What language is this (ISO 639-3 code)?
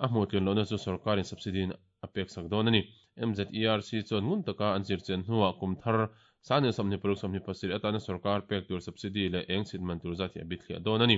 lus